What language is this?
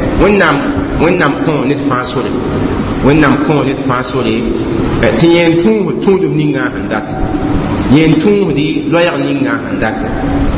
Mossi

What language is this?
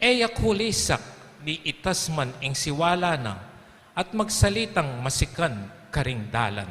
Pampanga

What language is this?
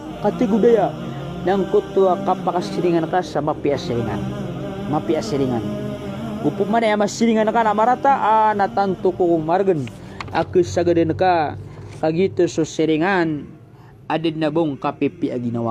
Maranao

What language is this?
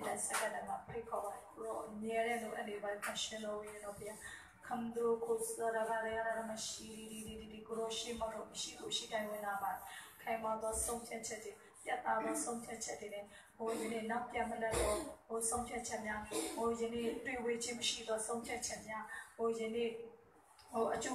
Burmese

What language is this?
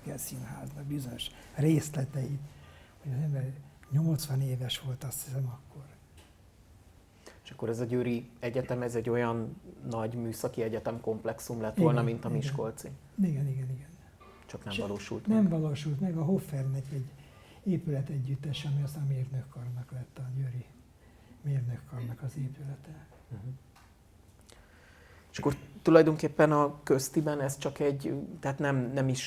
Hungarian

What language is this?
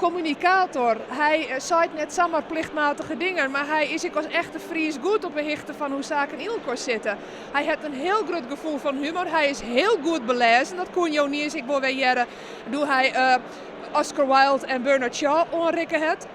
Western Frisian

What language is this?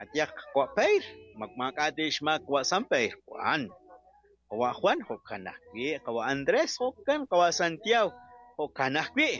Kekchí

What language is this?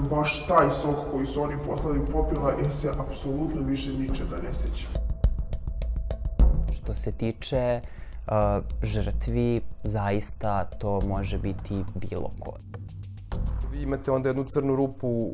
Serbian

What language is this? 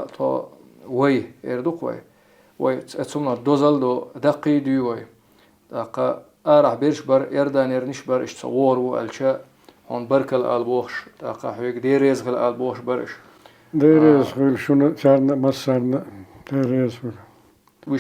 Chechen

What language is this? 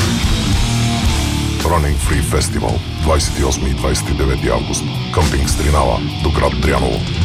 Bulgarian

